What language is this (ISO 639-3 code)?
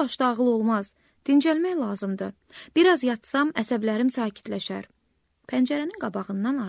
aze